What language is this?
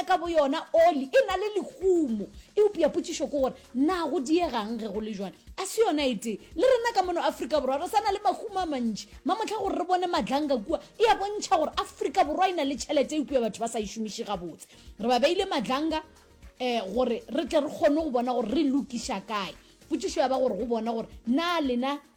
Northern Sotho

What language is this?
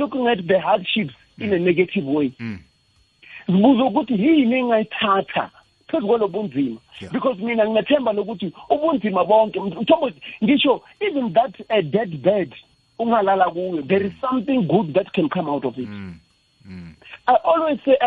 South Ndebele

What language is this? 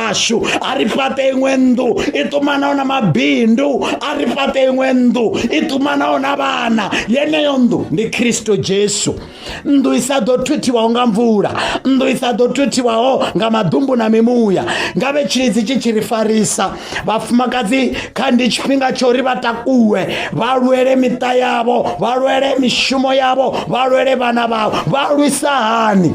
Venda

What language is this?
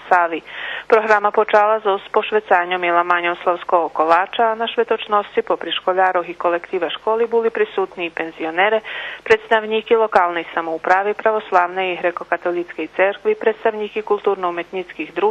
Rusyn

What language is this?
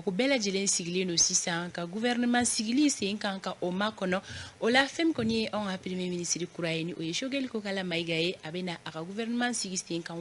Bambara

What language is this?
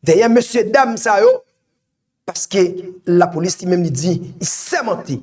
Haitian Creole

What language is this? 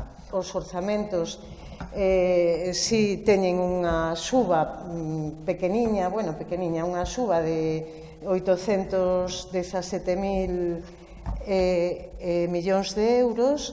Galician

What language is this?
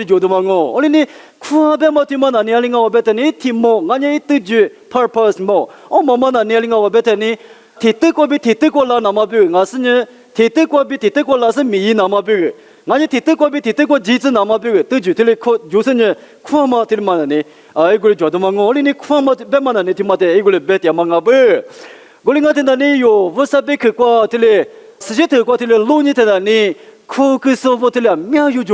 Lisu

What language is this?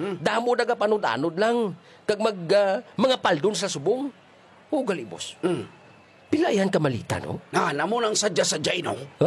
Hiligaynon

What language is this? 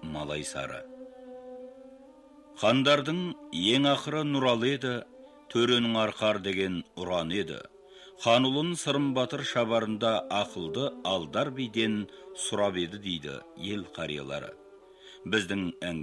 Kazakh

